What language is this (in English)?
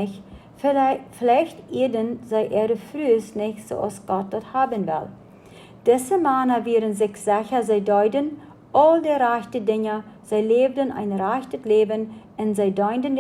Plautdietsch